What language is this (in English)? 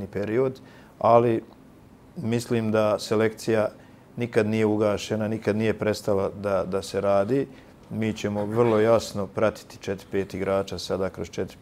Bosnian